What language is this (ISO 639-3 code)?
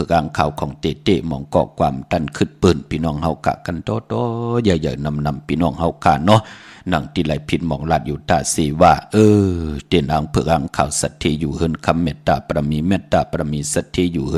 shn